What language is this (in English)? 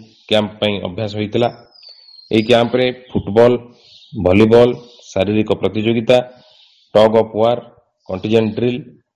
Odia